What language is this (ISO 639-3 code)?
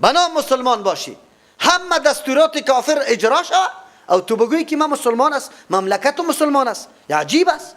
fas